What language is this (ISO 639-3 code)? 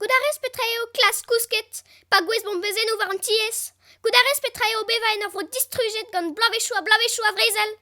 bre